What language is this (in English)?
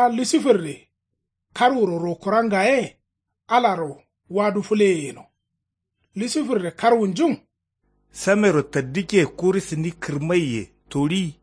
Kanuri